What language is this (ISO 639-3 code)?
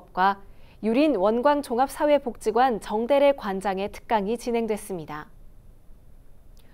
kor